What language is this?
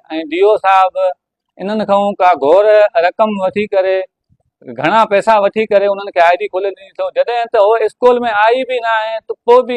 Sindhi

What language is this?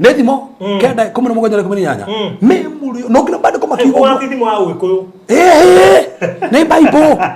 Kikuyu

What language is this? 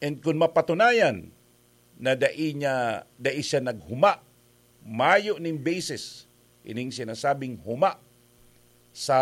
Bikol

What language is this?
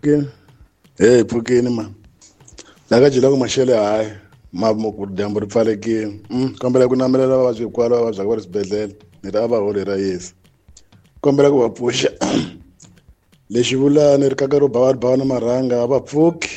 Tsonga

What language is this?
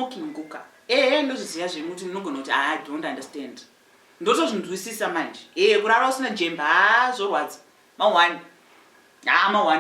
Shona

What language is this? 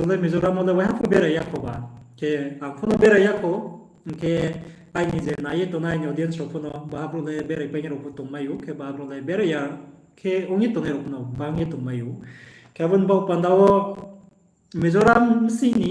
Riang (India)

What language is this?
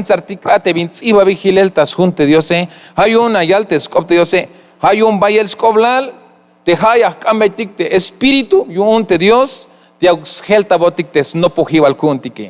Tzeltal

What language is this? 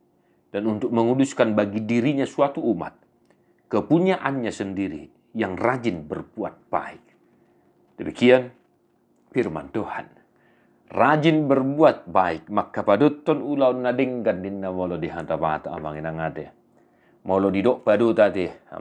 Batak Toba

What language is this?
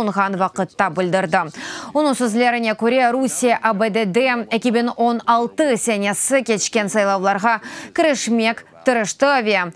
Crimean Tatar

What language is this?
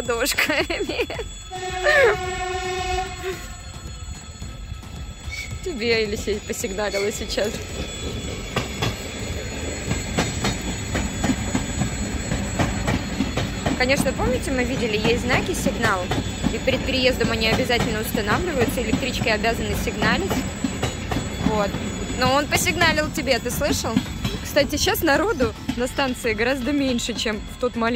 Russian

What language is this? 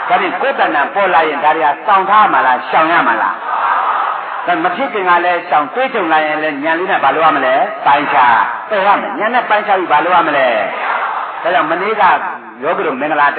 Burmese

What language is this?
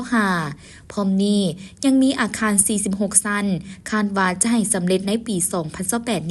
Lao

